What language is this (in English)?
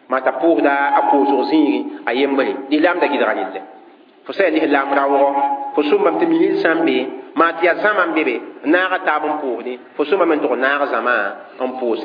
Mossi